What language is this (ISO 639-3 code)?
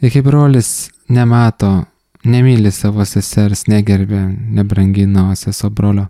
lit